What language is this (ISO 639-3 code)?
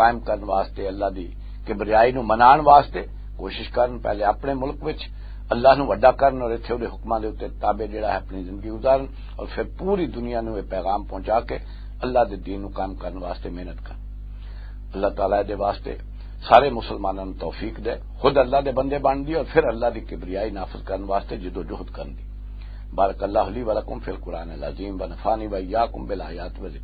lah